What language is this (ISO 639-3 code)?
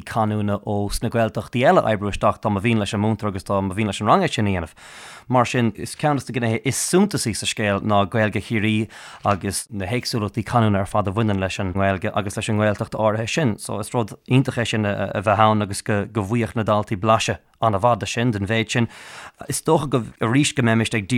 gle